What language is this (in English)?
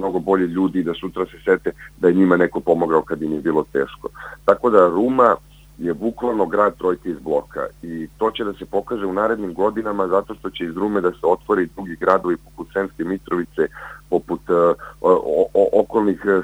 Serbian